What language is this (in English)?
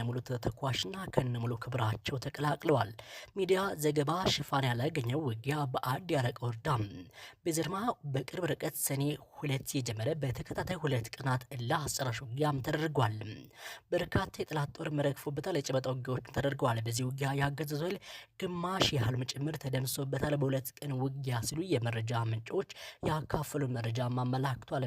Amharic